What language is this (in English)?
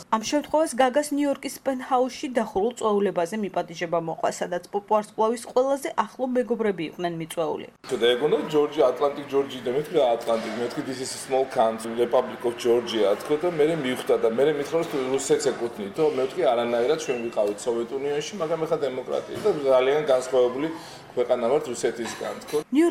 Georgian